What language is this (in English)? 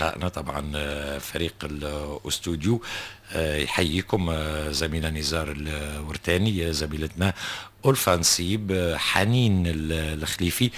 Tunisian Arabic